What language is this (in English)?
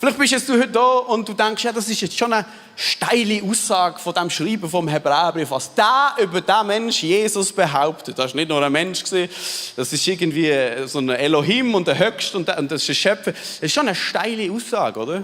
Swiss German